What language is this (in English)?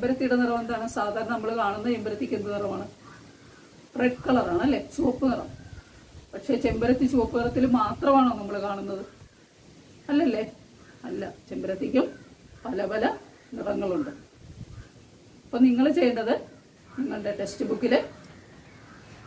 Malayalam